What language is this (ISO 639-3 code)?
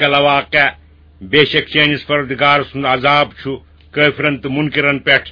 kas